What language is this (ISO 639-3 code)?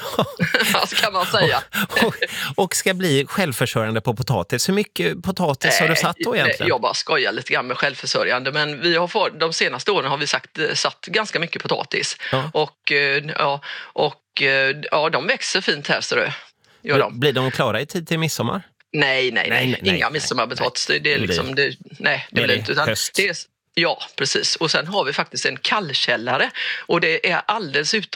swe